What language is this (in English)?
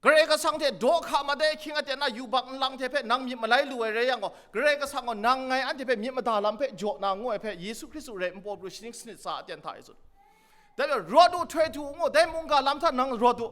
Kachin